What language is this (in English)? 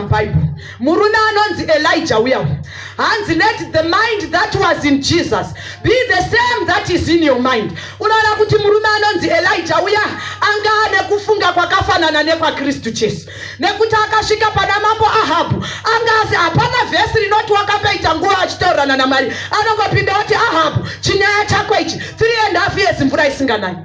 Shona